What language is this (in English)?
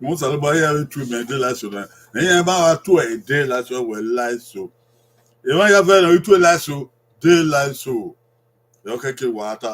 Bini